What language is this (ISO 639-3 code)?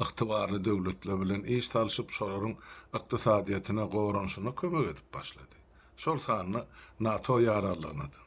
tuk